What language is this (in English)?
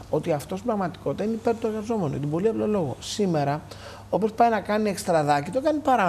Greek